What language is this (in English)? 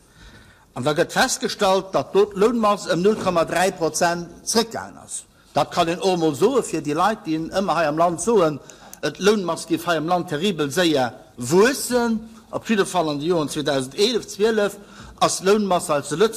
Luxembourgish